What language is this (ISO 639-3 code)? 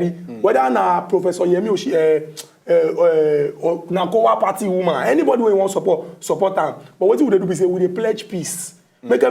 pcm